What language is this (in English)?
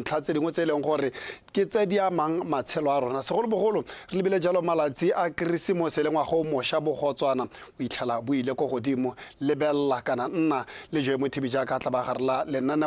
Tswana